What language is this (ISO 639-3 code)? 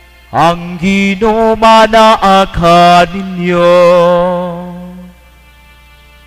ceb